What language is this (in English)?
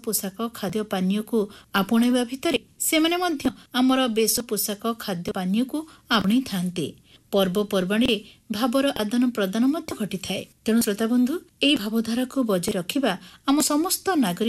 Odia